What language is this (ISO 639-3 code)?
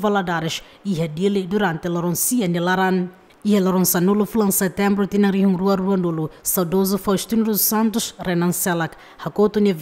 tet